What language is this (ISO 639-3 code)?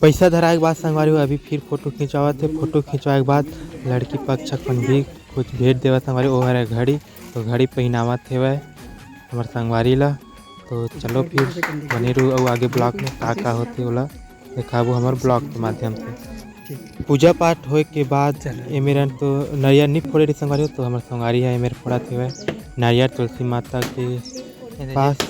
hne